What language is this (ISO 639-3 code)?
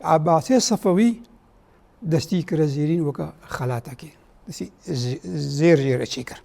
kur